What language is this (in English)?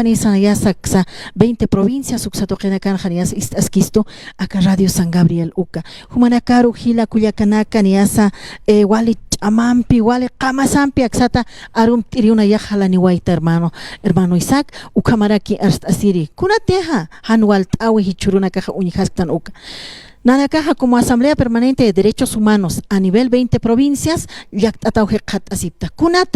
Aymara